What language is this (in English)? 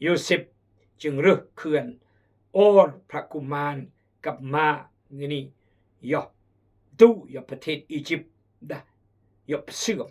Khmu